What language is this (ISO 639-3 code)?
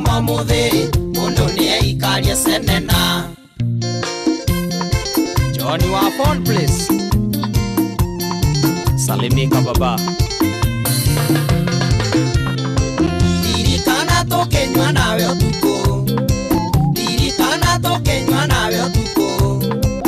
kik